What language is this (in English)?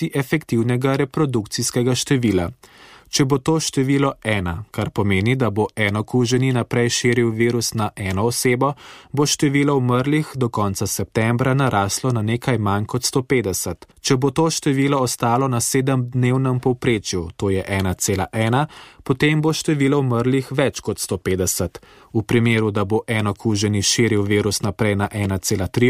Slovenian